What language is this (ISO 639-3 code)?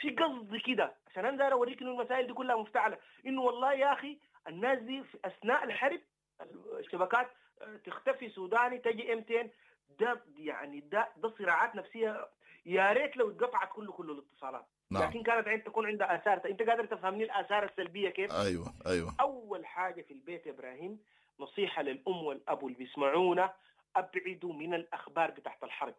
apd